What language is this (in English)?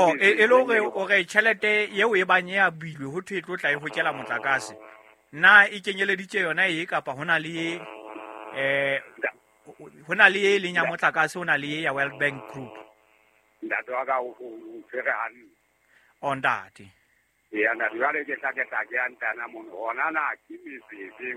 Southern Sotho